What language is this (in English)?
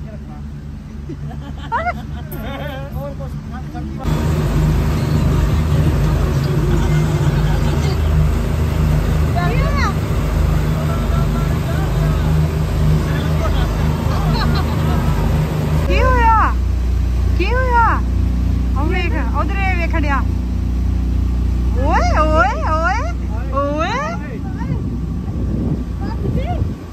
Punjabi